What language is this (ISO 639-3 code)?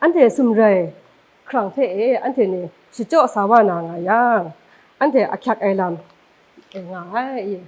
kac